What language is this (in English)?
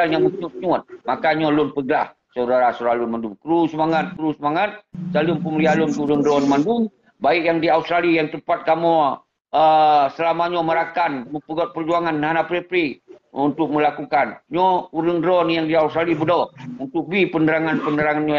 Achinese